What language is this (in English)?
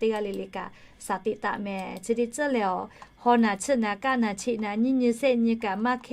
Lahu